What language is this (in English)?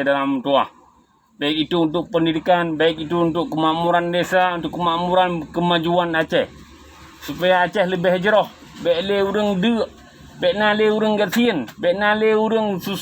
Achinese